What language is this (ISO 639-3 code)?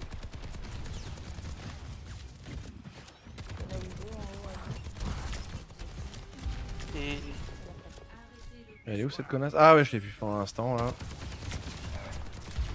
fra